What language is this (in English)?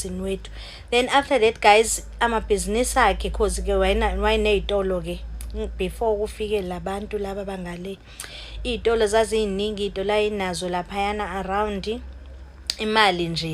Zulu